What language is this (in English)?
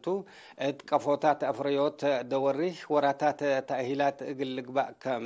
Tigre